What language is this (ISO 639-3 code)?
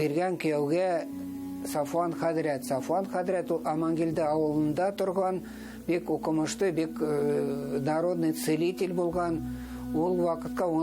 bak